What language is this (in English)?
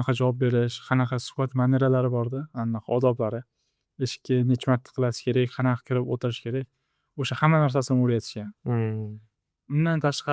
Uzbek